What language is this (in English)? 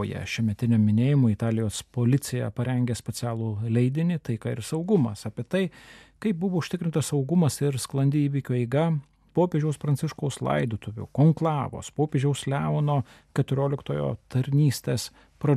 Lithuanian